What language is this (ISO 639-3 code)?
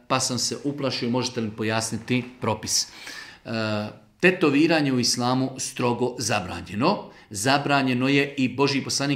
bos